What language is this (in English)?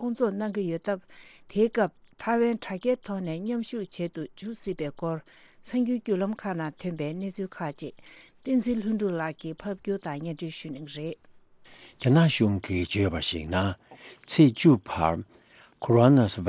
Tibetan